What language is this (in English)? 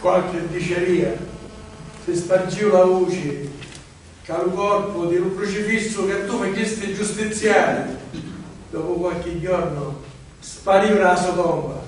Sicilian